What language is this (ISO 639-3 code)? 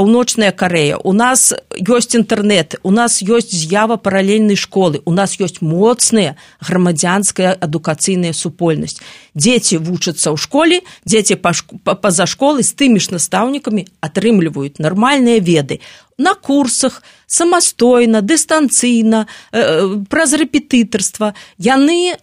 bel